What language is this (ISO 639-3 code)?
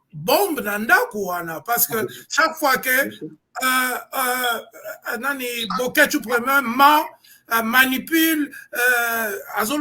lin